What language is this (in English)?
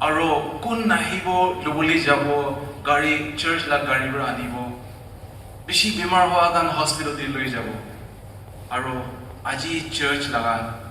Naga Pidgin